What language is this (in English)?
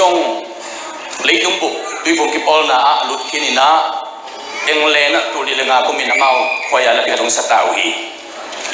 Tedim Chin